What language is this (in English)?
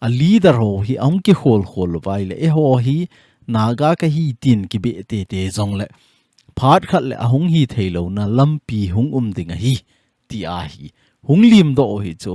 Thado Chin